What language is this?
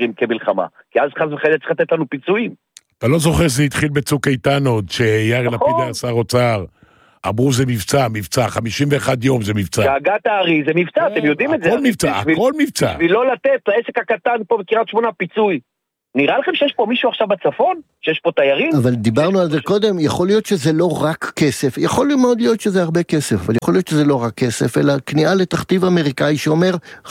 Hebrew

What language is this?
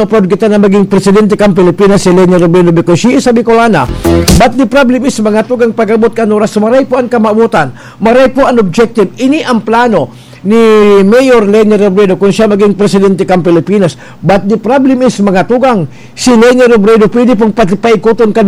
Bikol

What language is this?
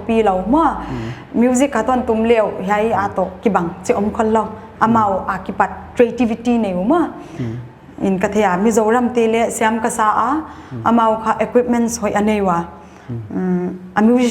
Paite Chin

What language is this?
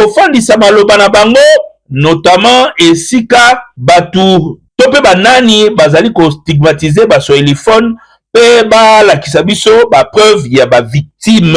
Lingala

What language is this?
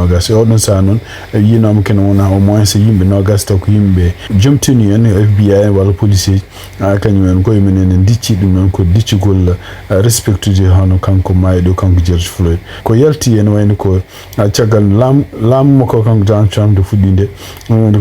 Fula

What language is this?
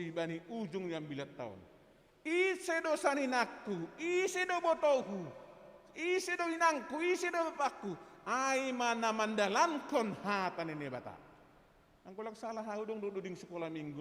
Batak Simalungun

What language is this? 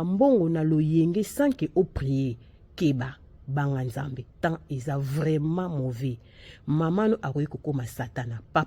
Lingala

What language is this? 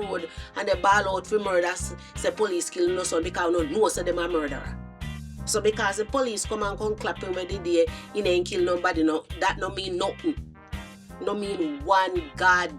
Jamaican Creole English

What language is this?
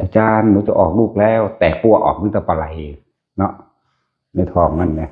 Northeastern Thai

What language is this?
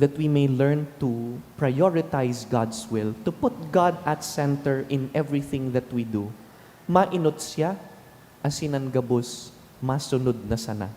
Bikol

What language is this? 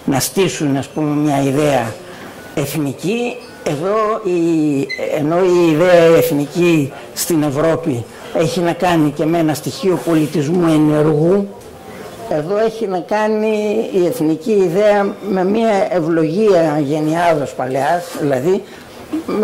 Greek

